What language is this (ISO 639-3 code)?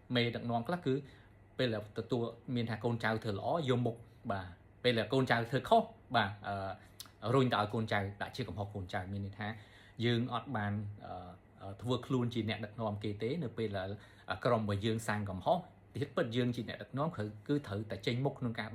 khm